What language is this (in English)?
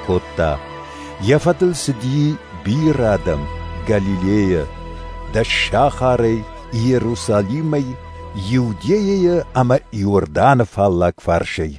Ossetic